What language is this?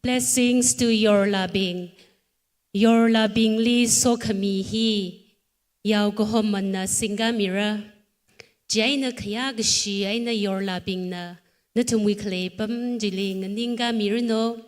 Tangkhul Naga (India)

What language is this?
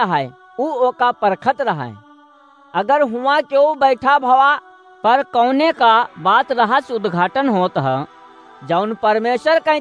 Awadhi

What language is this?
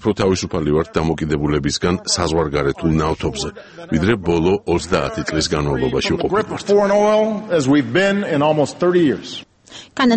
Georgian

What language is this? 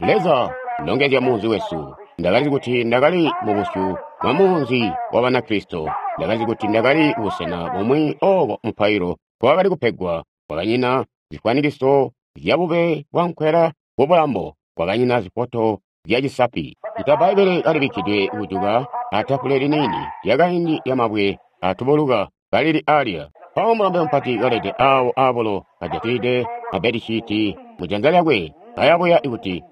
Tonga (Zambia)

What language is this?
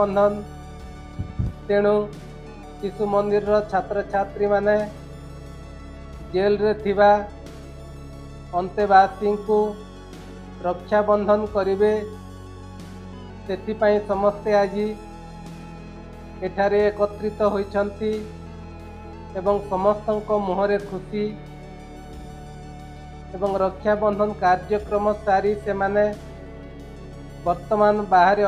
Odia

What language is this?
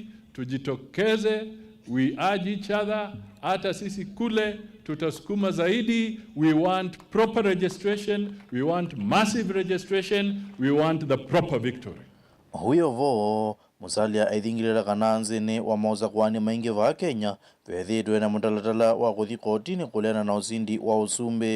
Kamba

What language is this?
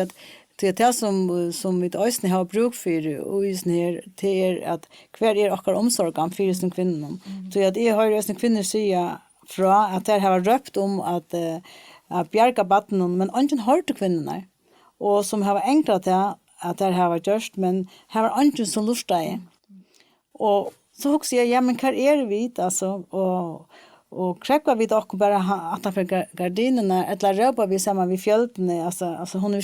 Faroese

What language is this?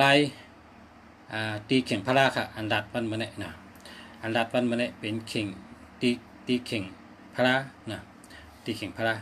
Shan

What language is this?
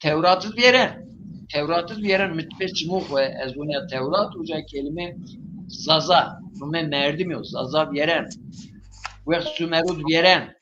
Zaza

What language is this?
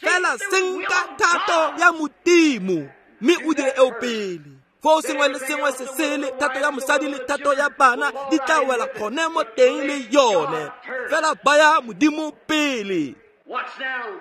Tswana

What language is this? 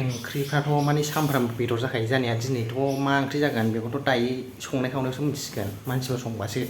Bodo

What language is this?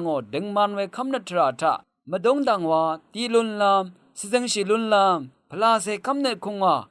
Rawang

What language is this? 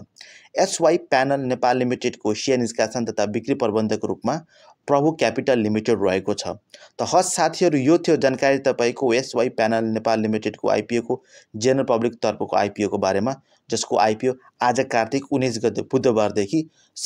Nepali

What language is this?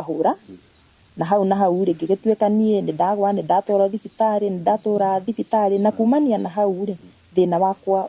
Kikuyu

